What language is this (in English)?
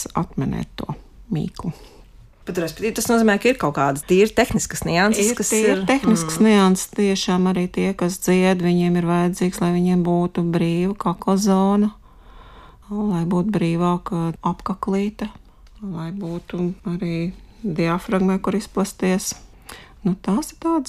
Latvian